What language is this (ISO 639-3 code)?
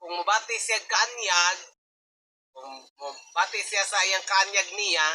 ceb